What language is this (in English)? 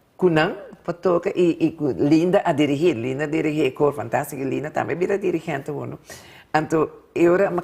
Papiamento